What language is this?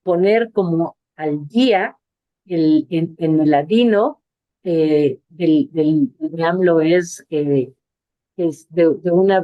Ladino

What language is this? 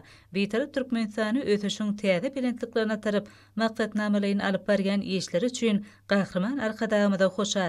Turkmen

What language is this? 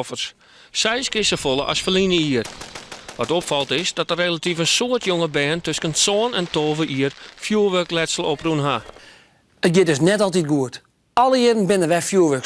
Western Frisian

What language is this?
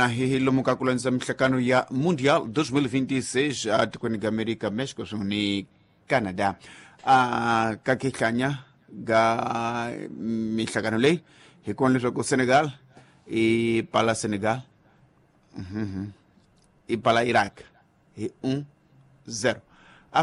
Tsonga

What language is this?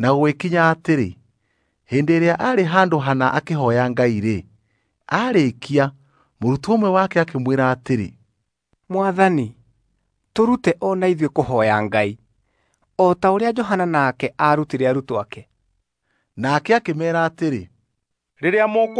Kikuyu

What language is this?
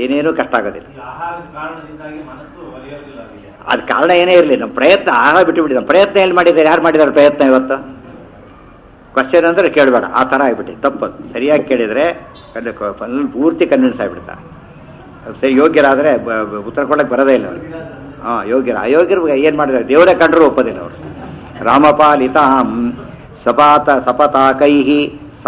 Kannada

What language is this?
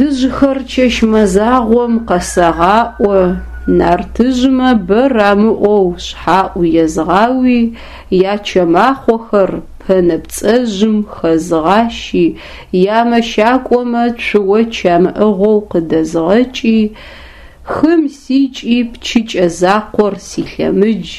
Adyghe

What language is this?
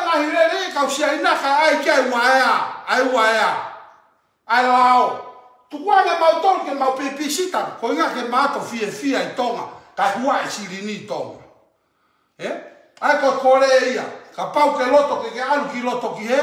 Tongan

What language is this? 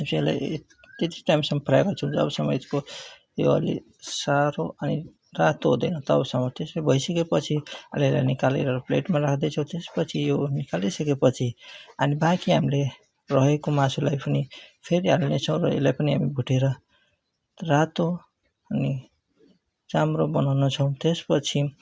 Nepali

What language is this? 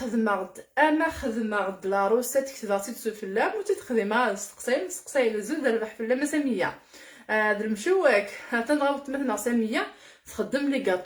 Kabyle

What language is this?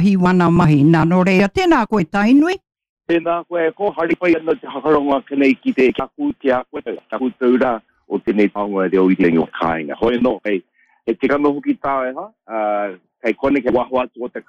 Māori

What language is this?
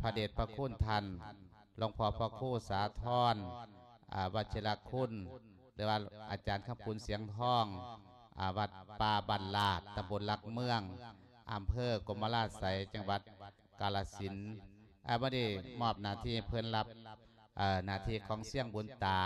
Lao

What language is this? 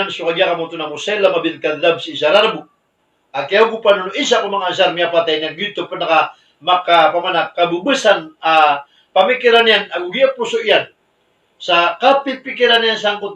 Maranao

